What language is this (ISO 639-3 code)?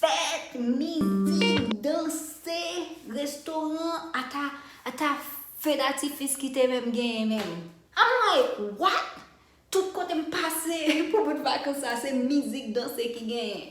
hat